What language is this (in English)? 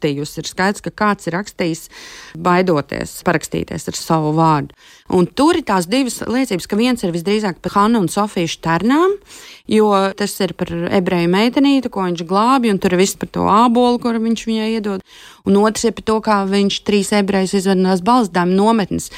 Latvian